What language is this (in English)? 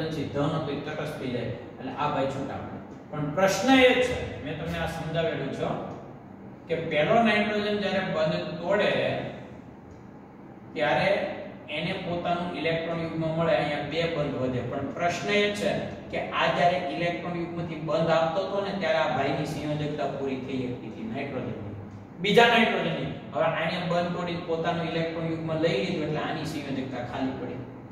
Gujarati